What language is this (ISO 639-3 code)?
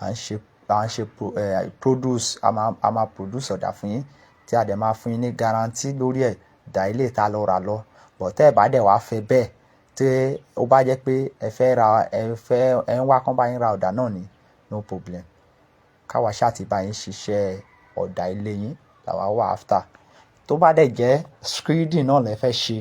yor